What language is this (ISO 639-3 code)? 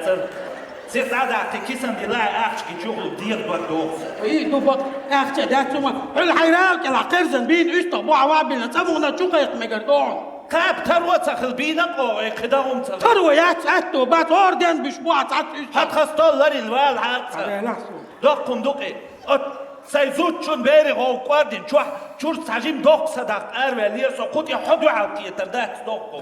che